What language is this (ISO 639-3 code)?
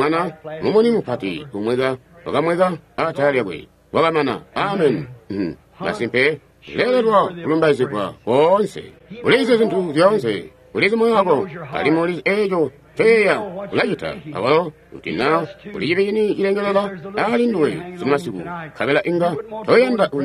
toi